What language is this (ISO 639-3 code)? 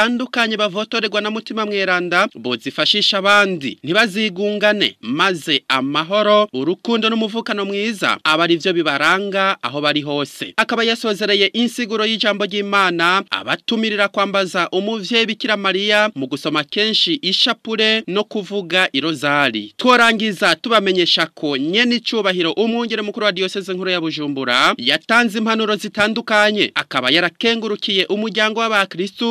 run